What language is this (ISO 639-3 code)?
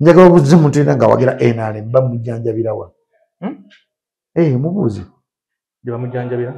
lug